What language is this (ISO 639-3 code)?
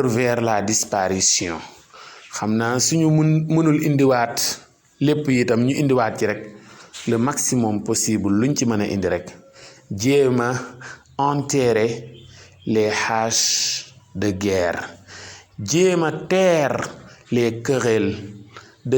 wol